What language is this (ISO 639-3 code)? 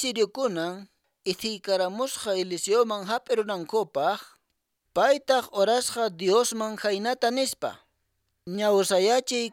que